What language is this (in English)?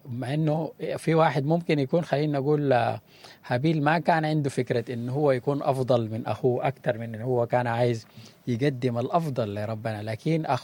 Sudanese Arabic